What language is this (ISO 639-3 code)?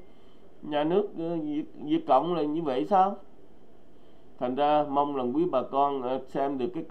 vie